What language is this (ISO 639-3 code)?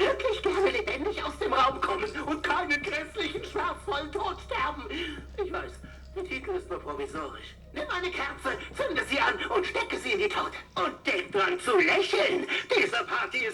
bar